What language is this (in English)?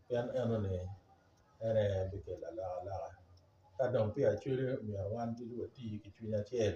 Acoli